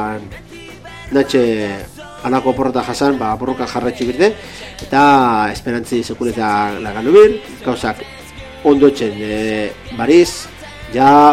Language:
Basque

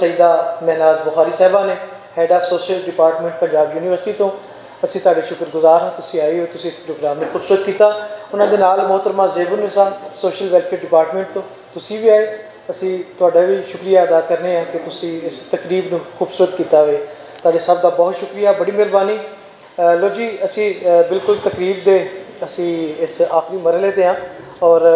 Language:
Western Panjabi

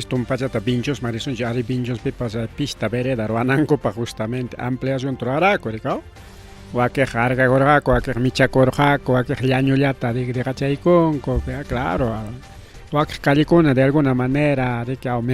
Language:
Ayacucho Quechua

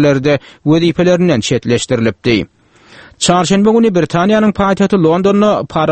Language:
Turkmen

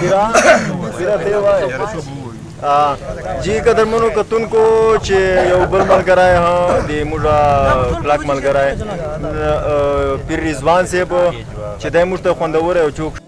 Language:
Pashto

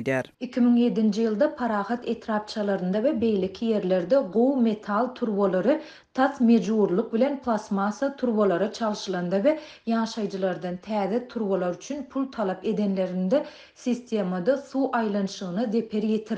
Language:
Turkmen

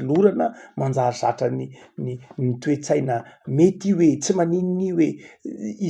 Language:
Malagasy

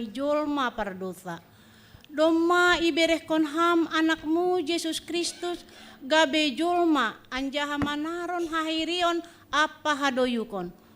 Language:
Batak Simalungun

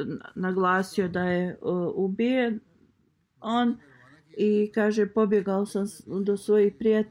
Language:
Bosnian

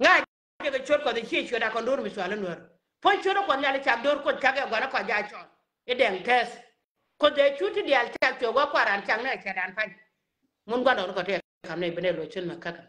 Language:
Nuer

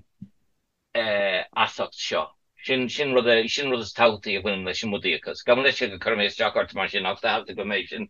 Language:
Irish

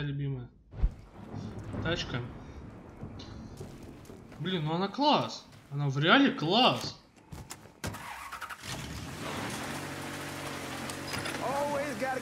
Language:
Russian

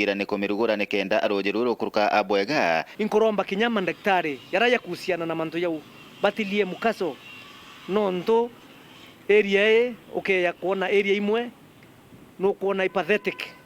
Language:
Meru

